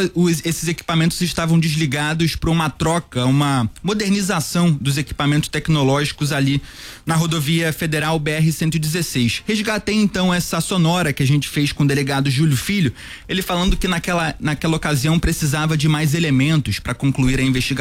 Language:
Portuguese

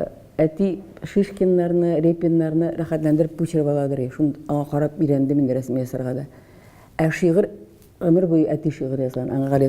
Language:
Tatar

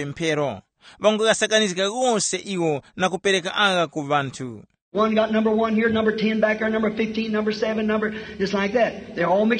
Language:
Tumbuka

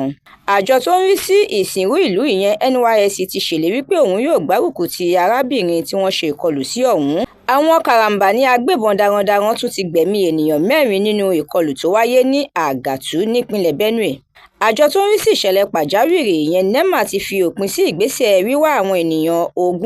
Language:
Yoruba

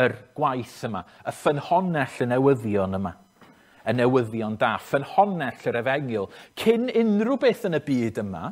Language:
Welsh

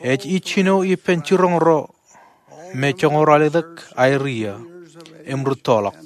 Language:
Marshallese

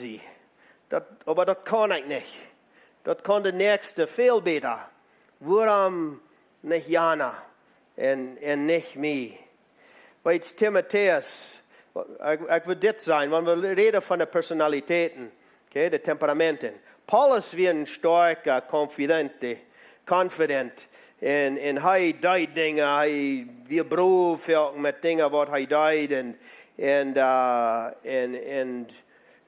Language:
Plautdietsch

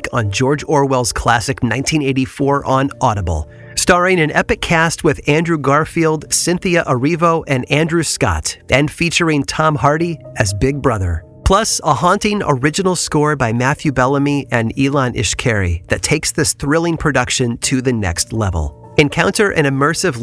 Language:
English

